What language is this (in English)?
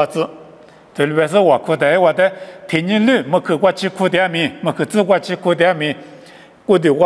Lisu